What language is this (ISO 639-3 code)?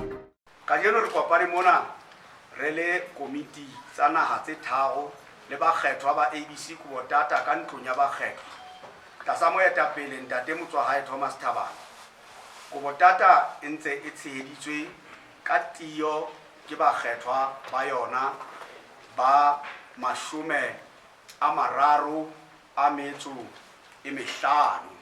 sot